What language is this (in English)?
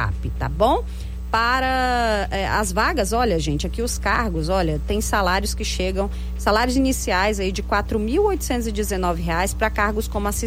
Portuguese